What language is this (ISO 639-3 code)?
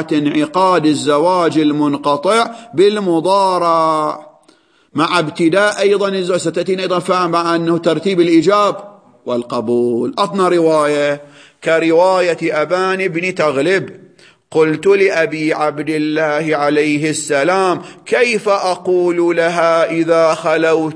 ara